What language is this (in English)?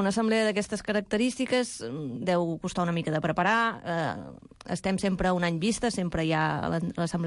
Catalan